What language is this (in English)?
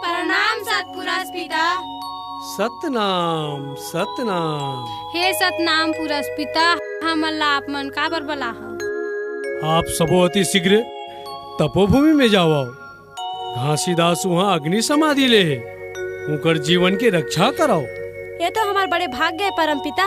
Chhattisgarhi